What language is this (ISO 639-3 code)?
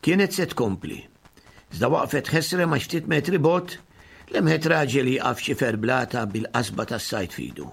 mlt